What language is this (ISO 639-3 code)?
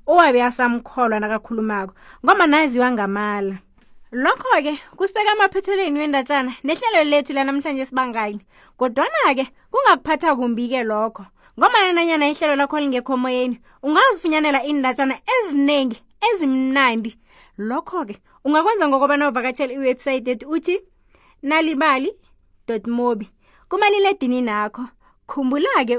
nbl